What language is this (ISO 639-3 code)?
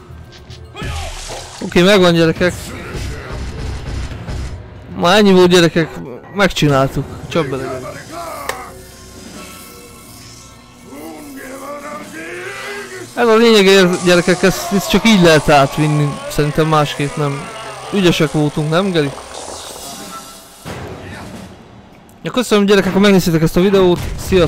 hun